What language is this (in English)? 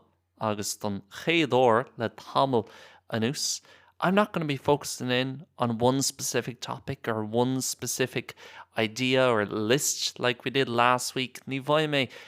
Irish